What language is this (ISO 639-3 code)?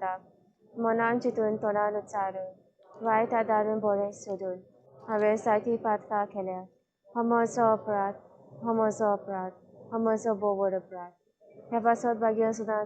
kok